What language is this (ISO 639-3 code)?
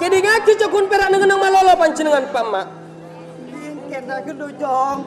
mad